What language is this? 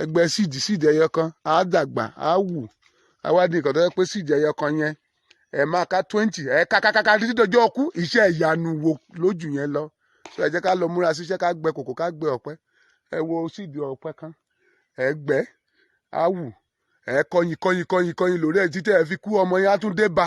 Yoruba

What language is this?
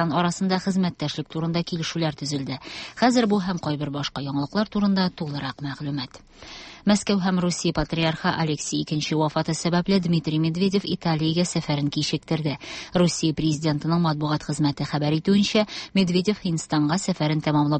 Tatar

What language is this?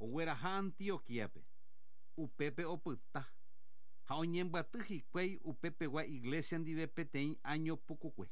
Guarani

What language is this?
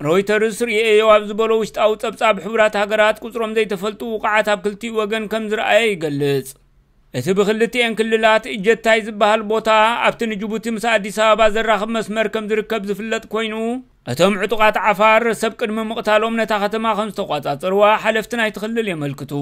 Tigrinya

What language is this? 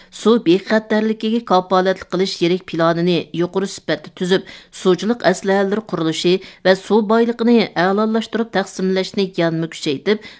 Uyghur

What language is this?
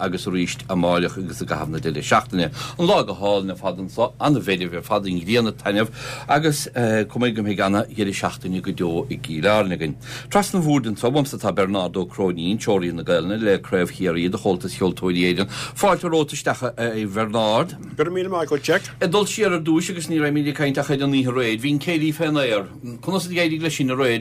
Irish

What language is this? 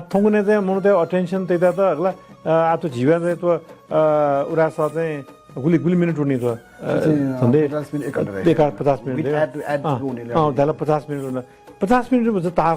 Newari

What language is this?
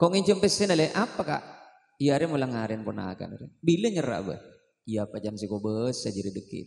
Madurese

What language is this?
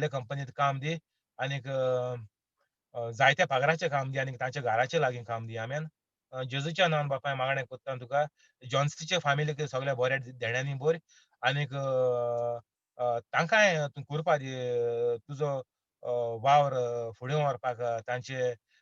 Konkani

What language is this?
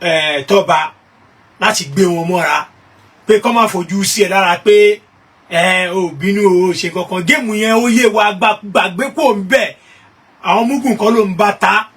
Yoruba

